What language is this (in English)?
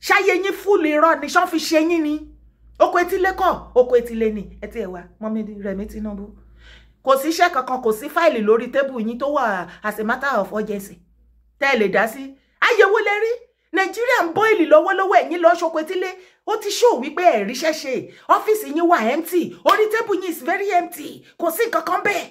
Yoruba